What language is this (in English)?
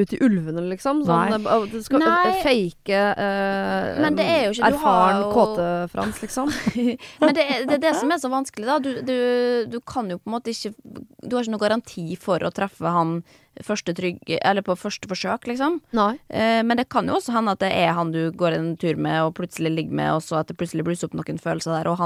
Norwegian